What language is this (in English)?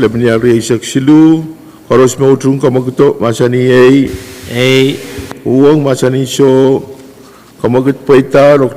Pohnpeian